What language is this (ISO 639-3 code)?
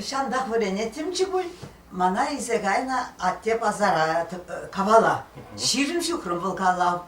chv